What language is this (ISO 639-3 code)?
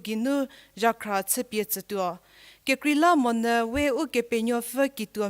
njm